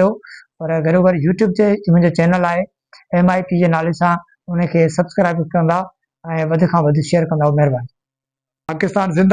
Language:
Sindhi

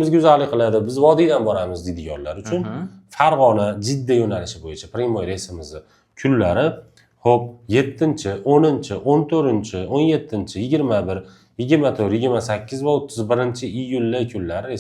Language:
Uzbek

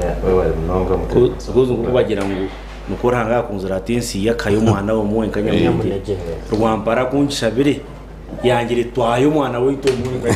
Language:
Nyankole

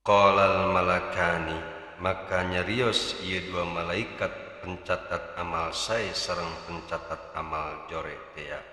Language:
Sundanese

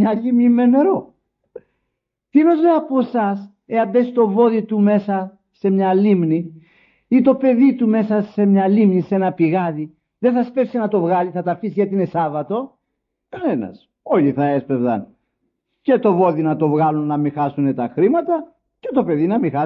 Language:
Greek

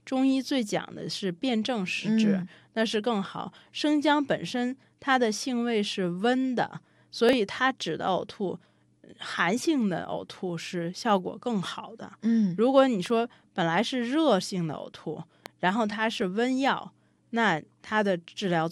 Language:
Chinese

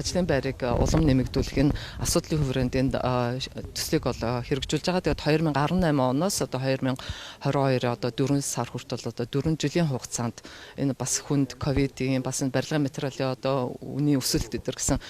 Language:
Mongolian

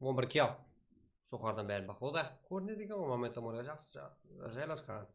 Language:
Kara-Kalpak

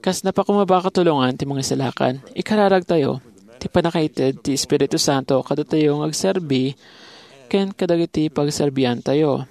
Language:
Iloko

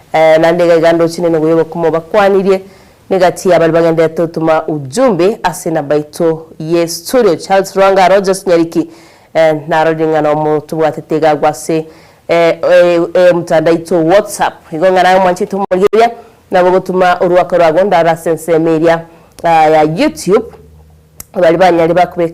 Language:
Gusii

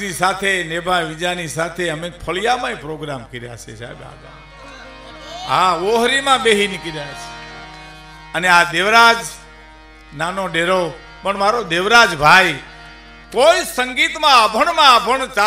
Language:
Gujarati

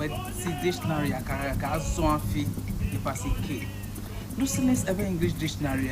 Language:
Ewe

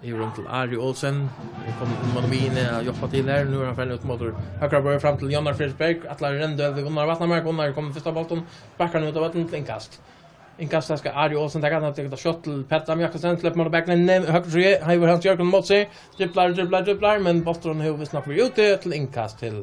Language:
Faroese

